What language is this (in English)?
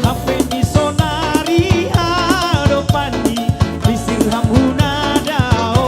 Batak Simalungun